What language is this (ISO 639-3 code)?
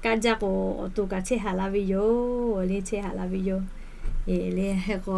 lhu